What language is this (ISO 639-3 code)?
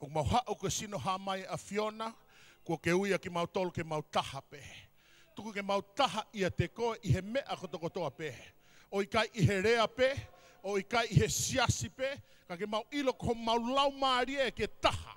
ton